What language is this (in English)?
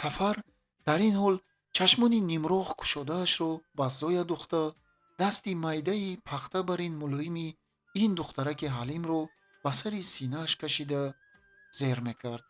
Tajik